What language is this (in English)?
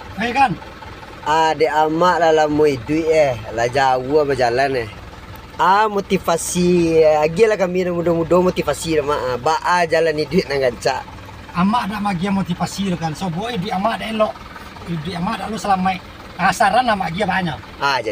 Minangkabau